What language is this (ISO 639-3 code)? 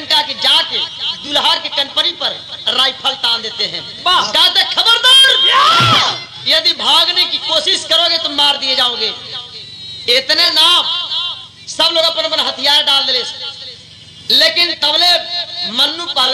bho